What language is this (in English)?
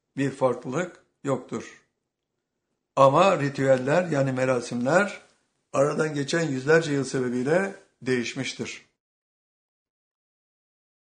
Turkish